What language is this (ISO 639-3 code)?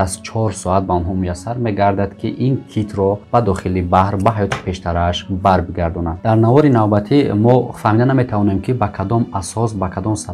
tgk